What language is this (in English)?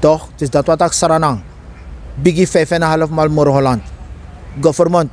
Sranan Tongo